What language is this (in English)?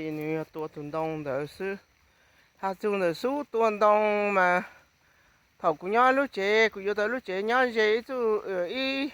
Hmong